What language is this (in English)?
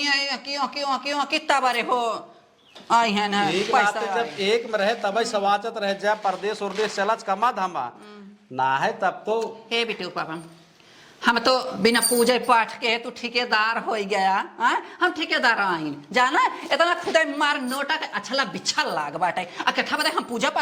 Awadhi